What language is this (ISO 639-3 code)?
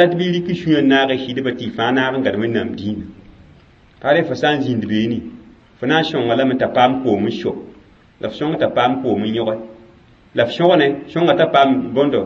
mos